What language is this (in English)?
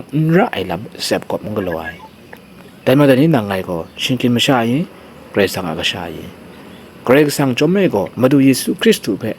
Kachin